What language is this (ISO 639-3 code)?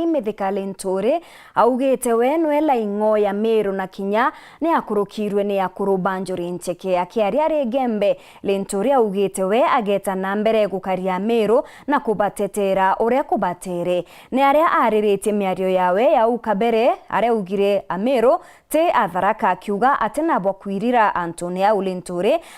mer